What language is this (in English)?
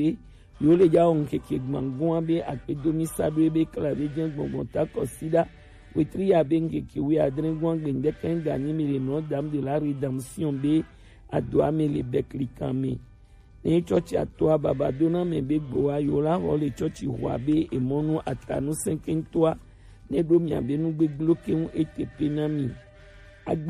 Gen